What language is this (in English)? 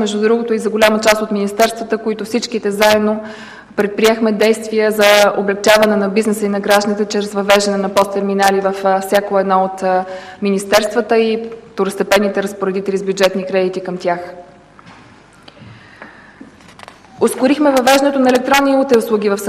Bulgarian